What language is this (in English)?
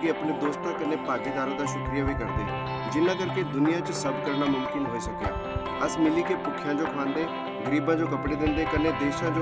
Dogri